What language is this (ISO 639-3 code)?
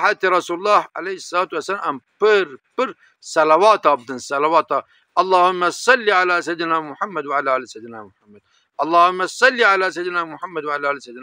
kur